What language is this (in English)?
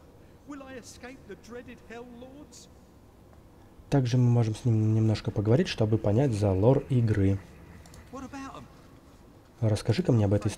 Russian